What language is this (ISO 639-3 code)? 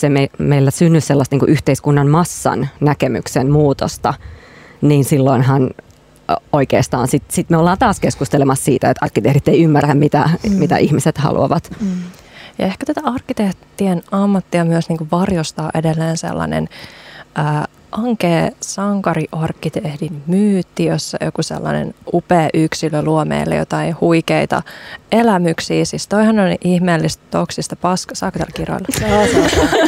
fin